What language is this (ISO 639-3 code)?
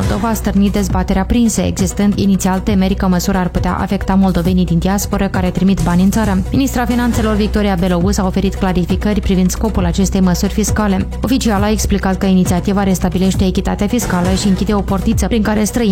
ron